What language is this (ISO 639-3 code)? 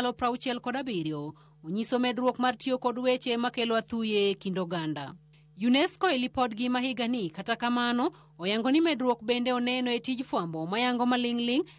luo